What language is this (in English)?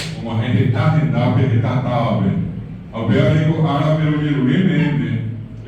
Guarani